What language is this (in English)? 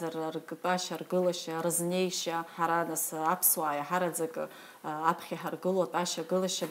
Abkhazian